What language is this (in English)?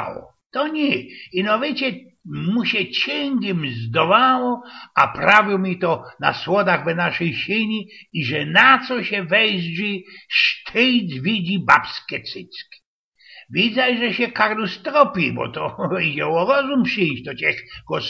Silesian